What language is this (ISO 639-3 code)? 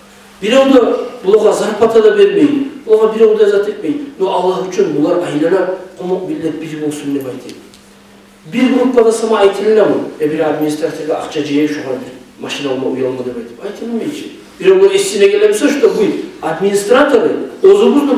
kum